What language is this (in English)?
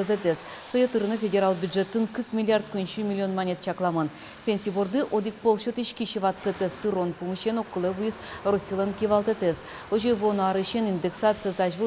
Udmurt